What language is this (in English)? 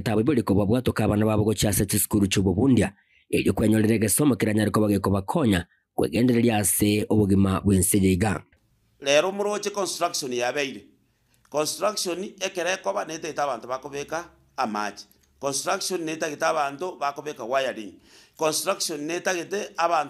Gusii